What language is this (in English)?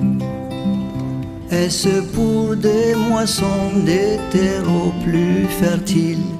Kabyle